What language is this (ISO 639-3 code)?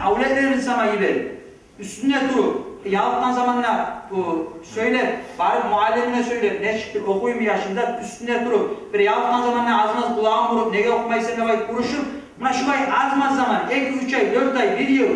kum